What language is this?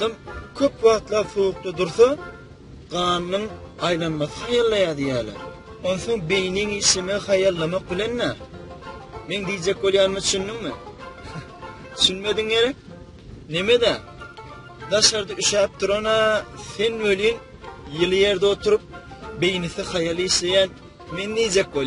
Turkmen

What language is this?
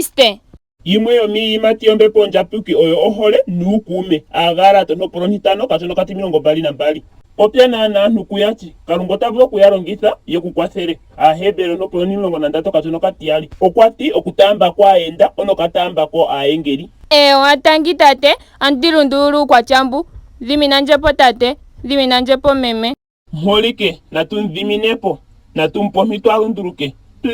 Ndonga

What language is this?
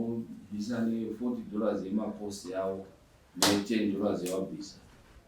Shona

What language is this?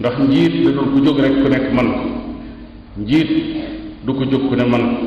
Wolof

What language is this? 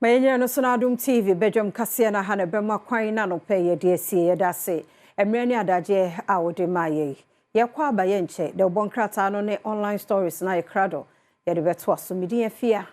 Akan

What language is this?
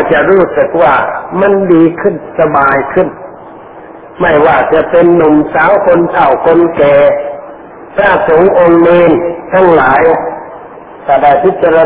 Thai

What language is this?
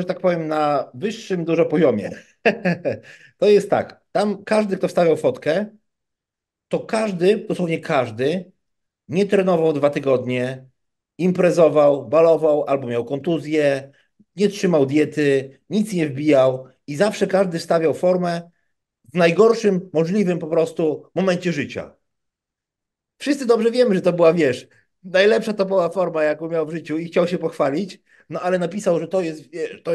Polish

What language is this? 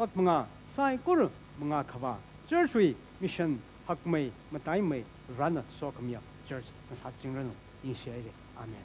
Tangkhul Naga (India)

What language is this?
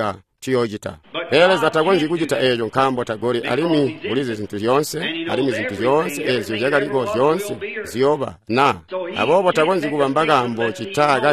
Tonga (Zambia)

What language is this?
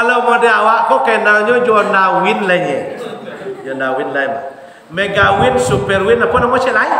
Minangkabau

